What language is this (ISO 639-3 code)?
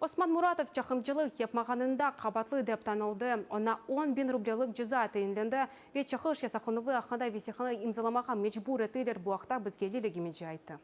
crh